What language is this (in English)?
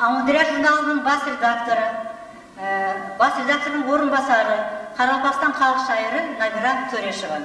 Kara-Kalpak